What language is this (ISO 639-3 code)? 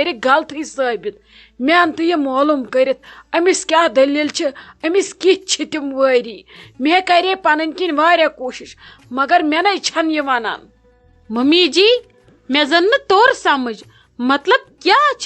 kas